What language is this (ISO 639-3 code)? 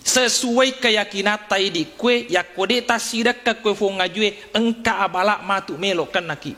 bug